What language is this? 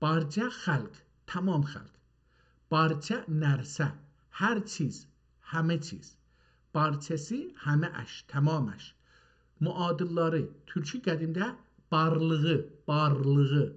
South Azerbaijani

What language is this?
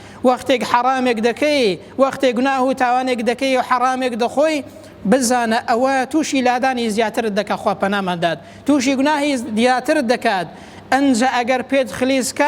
Central Kurdish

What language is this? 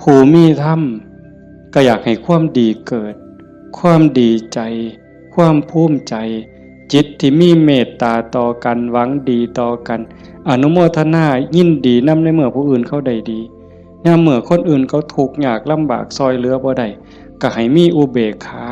Northeastern Thai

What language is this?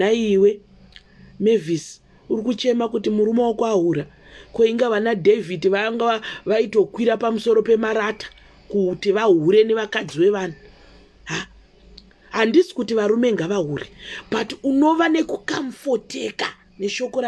Shona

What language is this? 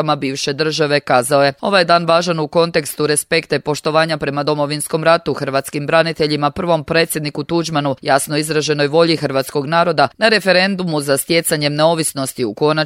Croatian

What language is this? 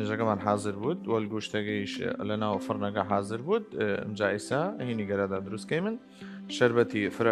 Southern Kurdish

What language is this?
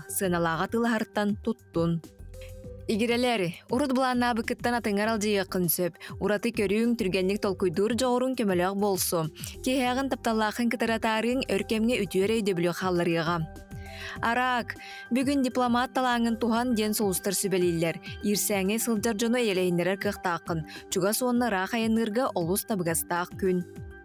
Yakut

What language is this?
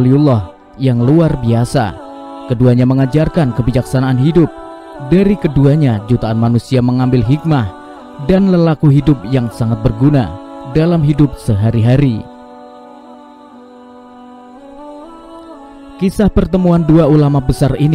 Indonesian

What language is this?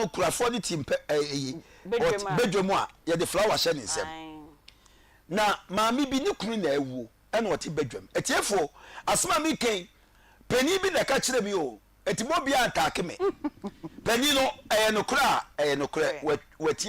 Akan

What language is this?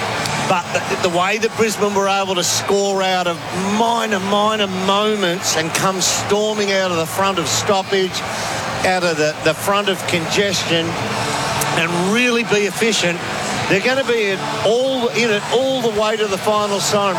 English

